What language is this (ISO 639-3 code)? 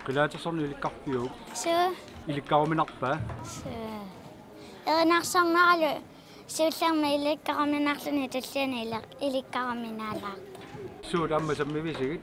kal